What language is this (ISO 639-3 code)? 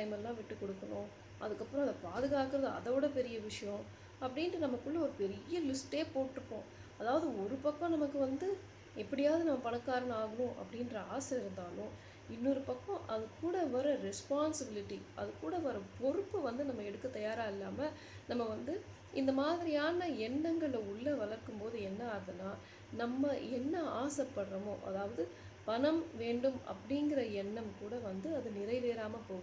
tam